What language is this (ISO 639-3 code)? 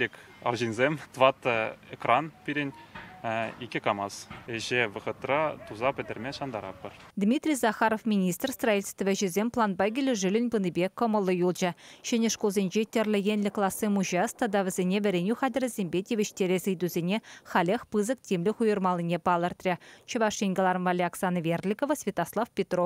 chv